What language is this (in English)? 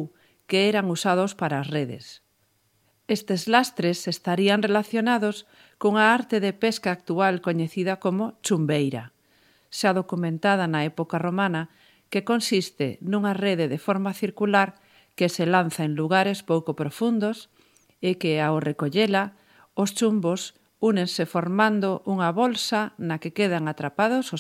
Galician